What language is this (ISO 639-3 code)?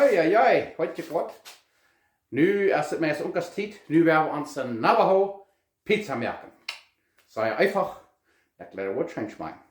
pdt